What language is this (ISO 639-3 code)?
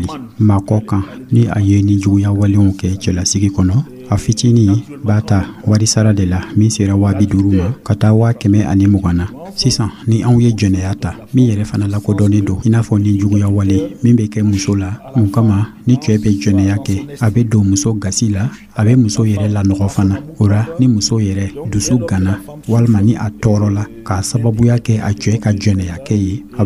dyu